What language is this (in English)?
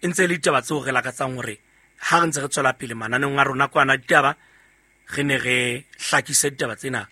Southern Sotho